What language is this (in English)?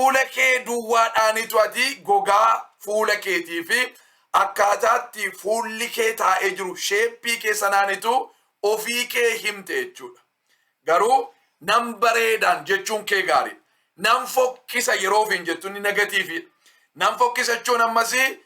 Oromo